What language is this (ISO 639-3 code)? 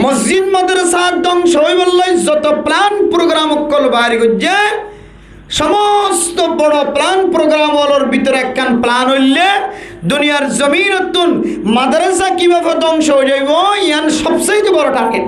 rhg